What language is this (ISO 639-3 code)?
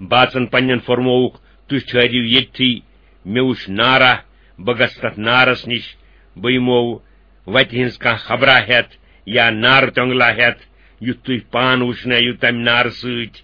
kas